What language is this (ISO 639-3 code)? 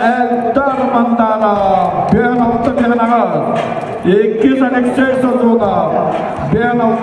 sah